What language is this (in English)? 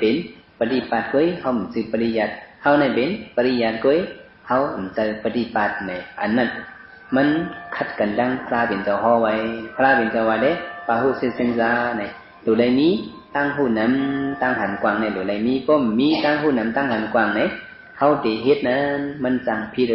Shan